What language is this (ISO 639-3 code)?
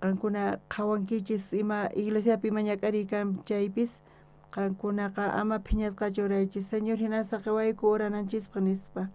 quh